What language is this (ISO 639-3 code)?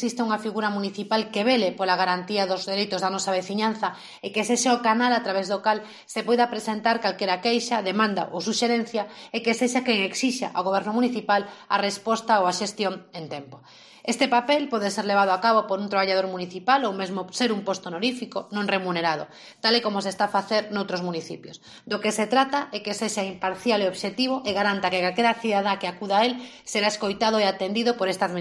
glg